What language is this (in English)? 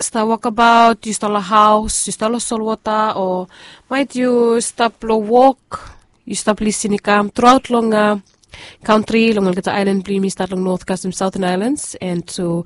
Bislama